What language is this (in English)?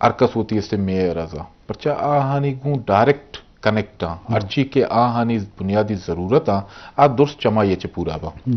Eastern Balochi